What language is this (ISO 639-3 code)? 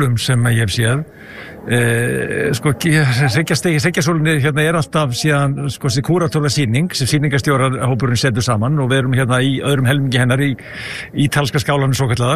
isl